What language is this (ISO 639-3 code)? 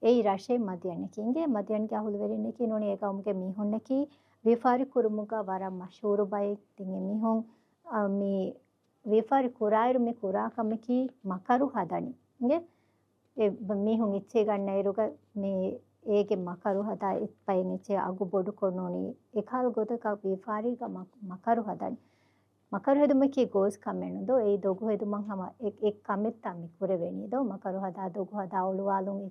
div